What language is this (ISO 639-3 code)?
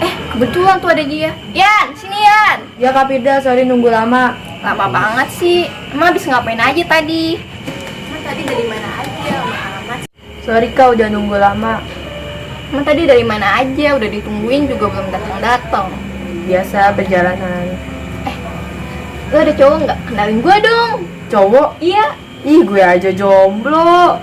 bew